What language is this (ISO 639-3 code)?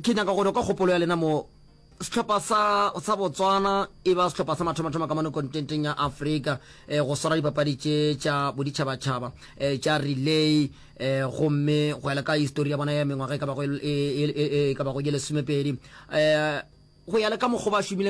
nso